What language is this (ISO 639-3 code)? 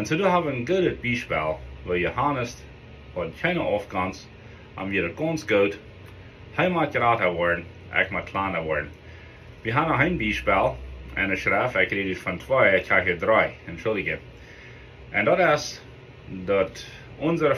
pdt